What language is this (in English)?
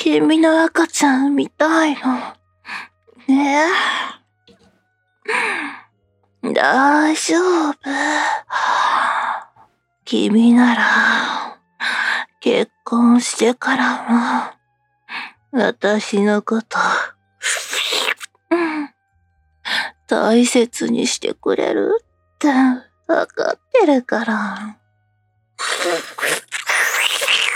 Japanese